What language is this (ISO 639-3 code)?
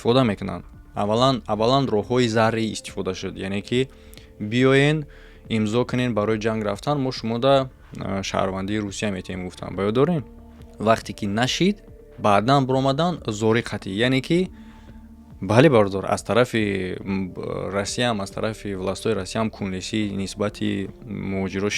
tgk